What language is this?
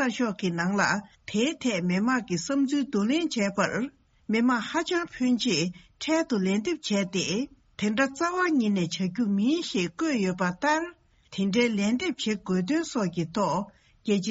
Tibetan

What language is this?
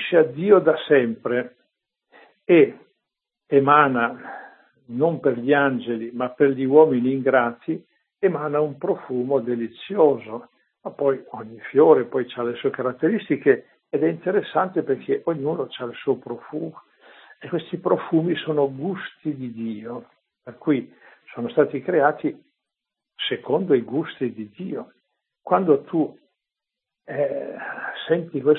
Italian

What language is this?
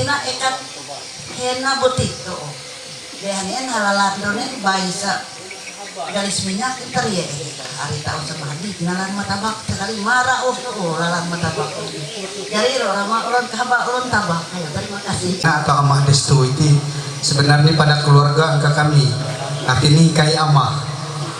Ma'anyan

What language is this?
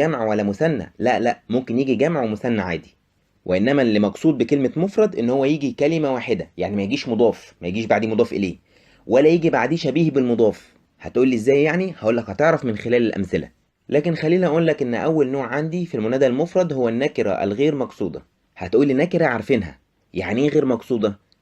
Egyptian Arabic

